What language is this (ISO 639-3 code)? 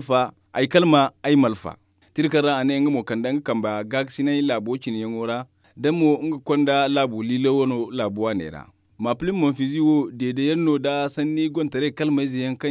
dje